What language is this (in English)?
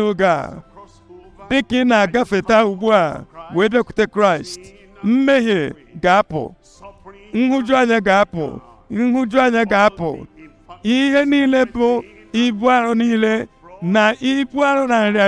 Igbo